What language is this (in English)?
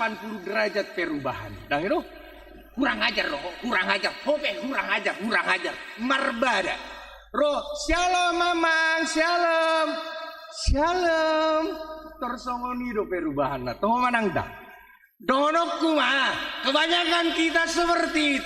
Batak Toba